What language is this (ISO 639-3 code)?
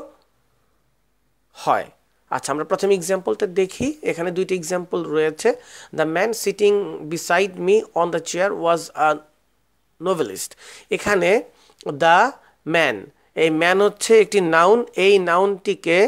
ben